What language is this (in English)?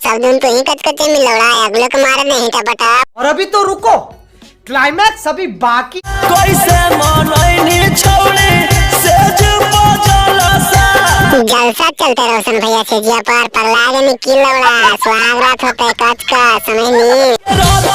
Magahi